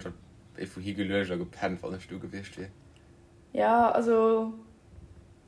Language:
Luxembourgish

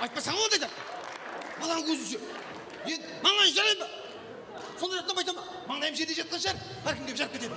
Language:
Kara-Kalpak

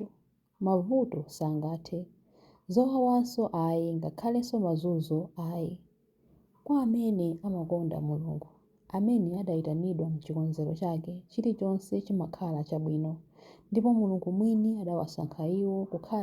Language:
Nyanja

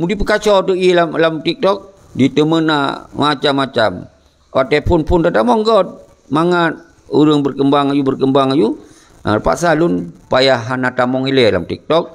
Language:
Achinese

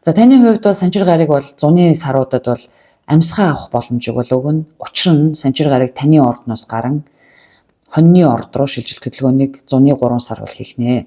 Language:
Mongolian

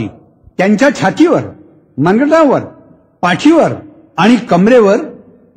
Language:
Marathi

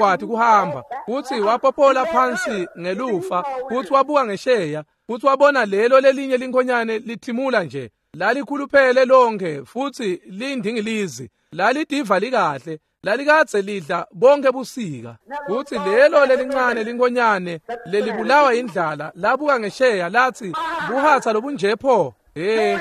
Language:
Swati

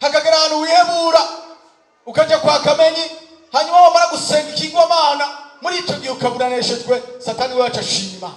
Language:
Rundi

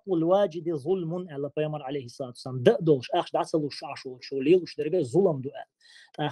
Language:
Chechen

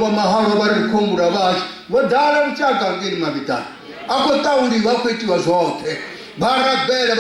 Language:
Venda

